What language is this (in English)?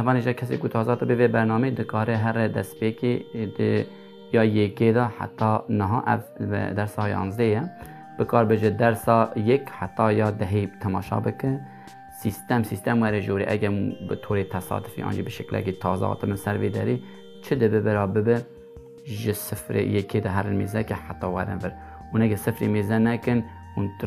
Kurdish